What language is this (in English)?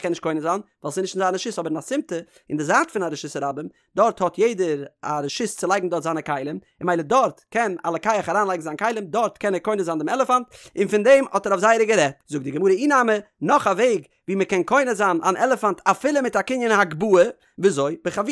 Yiddish